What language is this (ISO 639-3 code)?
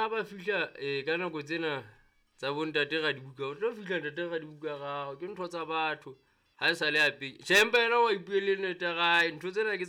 sot